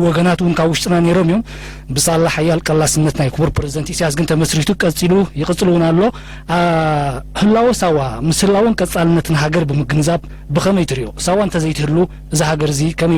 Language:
Tigrinya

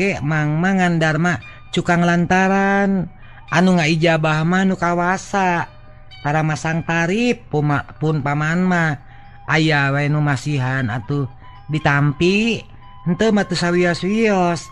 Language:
Sundanese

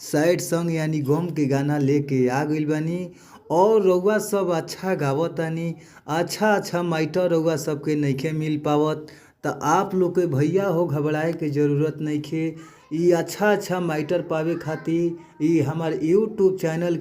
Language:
Bhojpuri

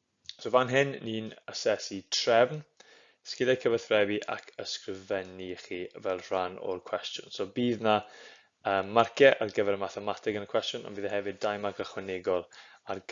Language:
Welsh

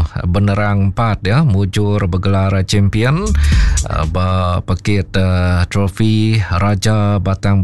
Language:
Iban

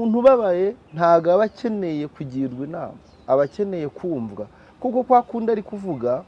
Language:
Kinyarwanda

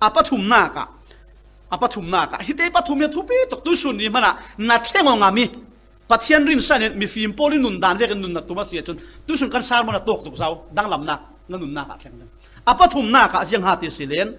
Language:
Falam Chin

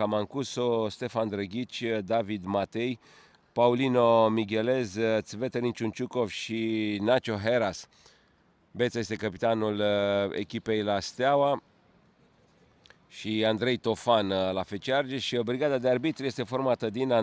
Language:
Romanian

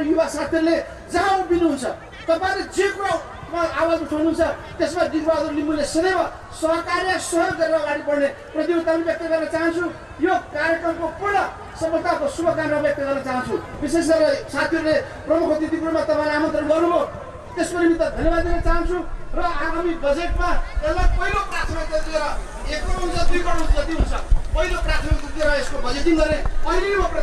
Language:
Nepali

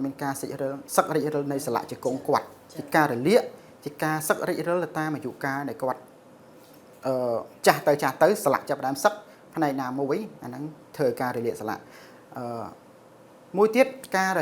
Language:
Khmer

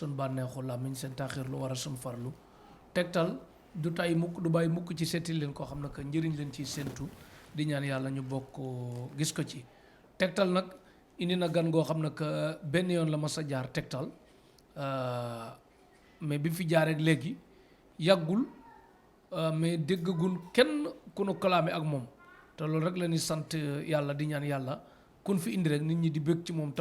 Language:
Wolof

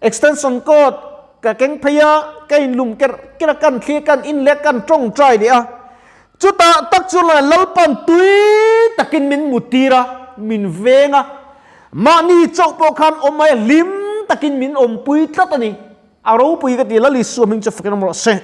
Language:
Mizo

